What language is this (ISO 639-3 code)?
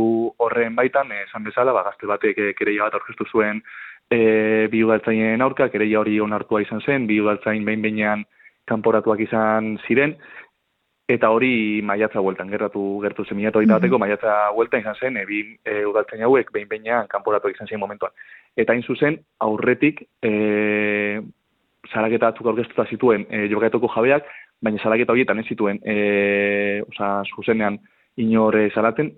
eus